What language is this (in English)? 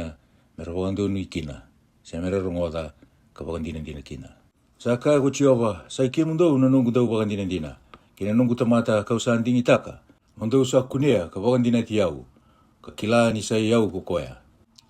Fijian